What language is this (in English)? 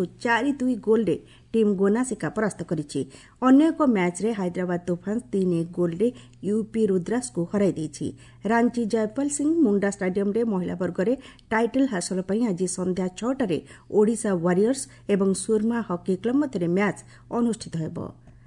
Odia